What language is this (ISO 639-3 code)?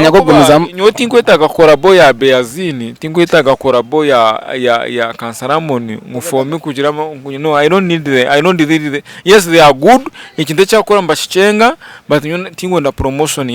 nyn